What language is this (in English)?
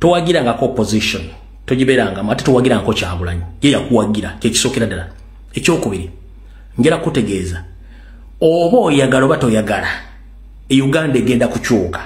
Ganda